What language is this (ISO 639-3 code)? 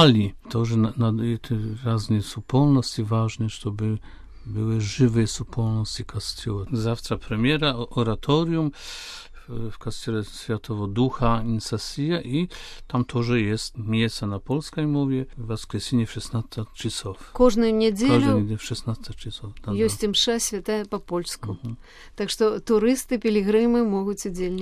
bel